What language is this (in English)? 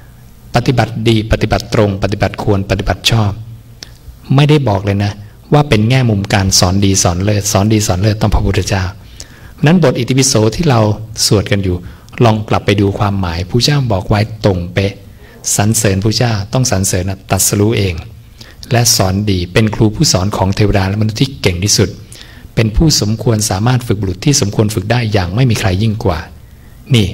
Thai